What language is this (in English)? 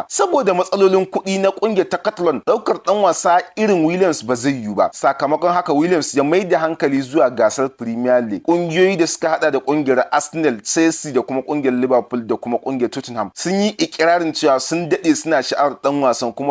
Hausa